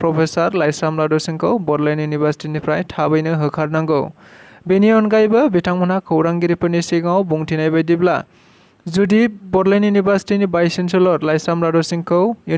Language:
Bodo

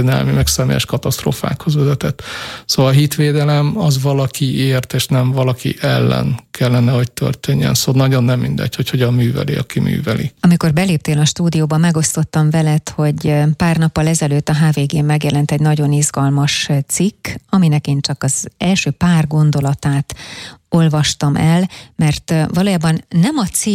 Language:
Hungarian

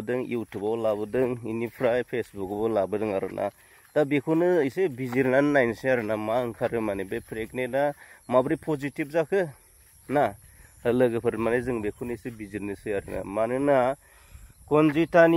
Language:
Bodo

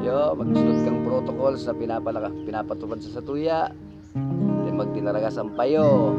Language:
Bikol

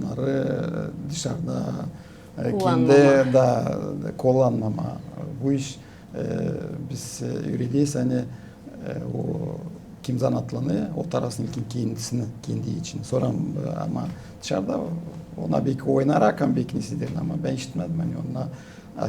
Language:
Gagauz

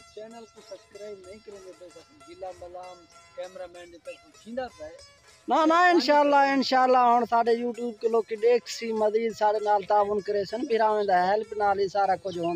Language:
Saraiki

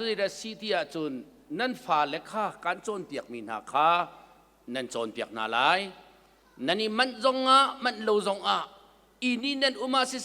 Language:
Hakha Chin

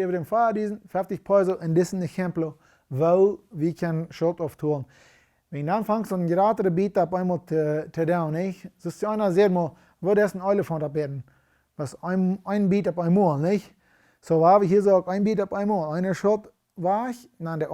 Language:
Plautdietsch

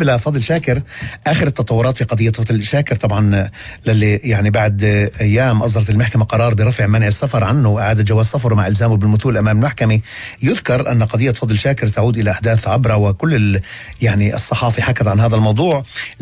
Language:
North Levantine Arabic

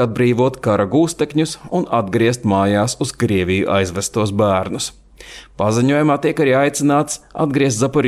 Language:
Latvian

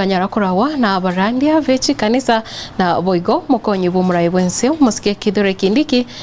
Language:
Gusii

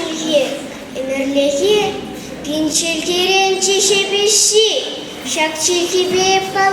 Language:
Chuvash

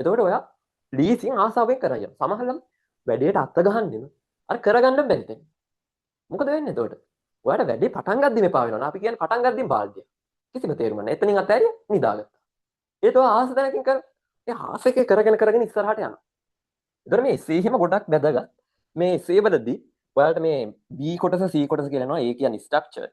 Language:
Sinhala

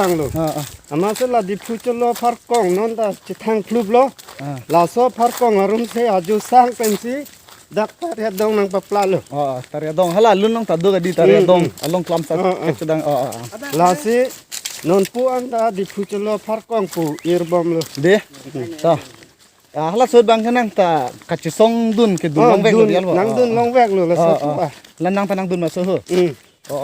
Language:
Karbi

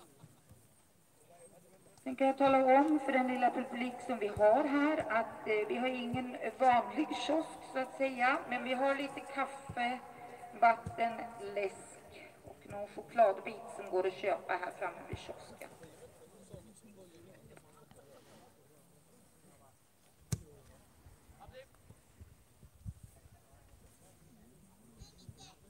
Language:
Swedish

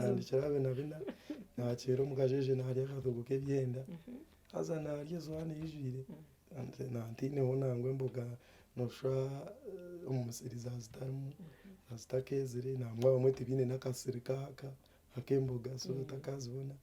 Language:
Nyankole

